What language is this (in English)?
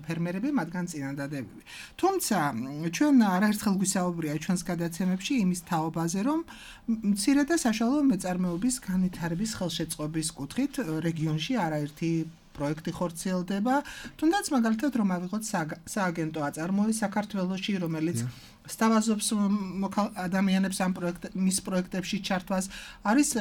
Georgian